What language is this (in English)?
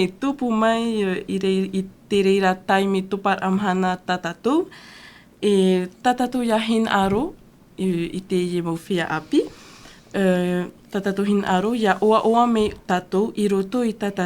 Tahitian